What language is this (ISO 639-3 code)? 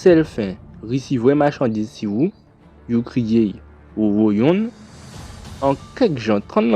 gcf